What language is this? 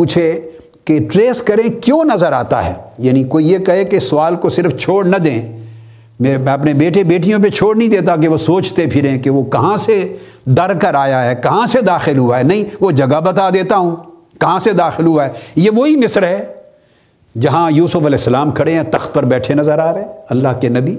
Urdu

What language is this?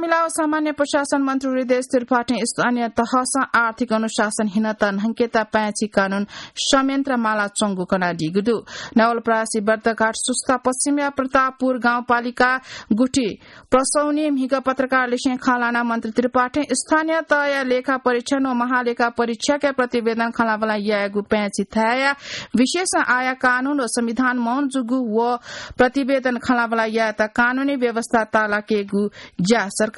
Newari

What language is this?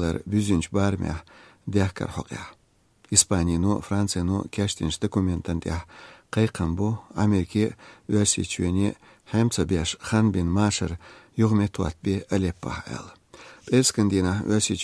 Chechen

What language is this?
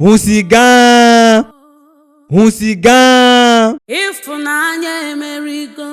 Ewe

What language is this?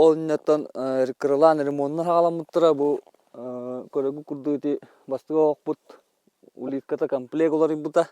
Yakut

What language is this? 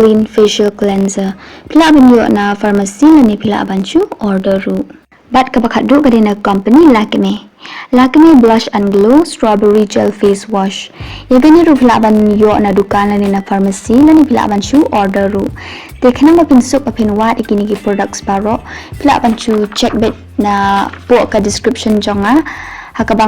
Khasi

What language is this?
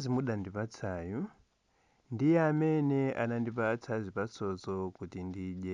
Nyanja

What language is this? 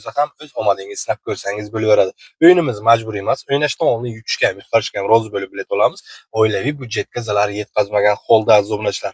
Uzbek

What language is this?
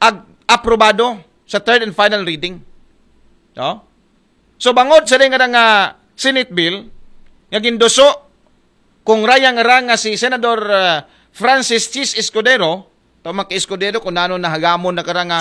Aklanon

